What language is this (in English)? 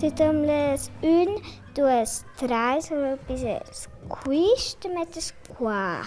Romansh